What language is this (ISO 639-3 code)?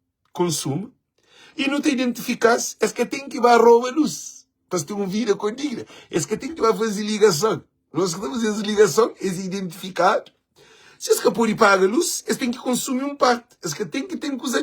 kea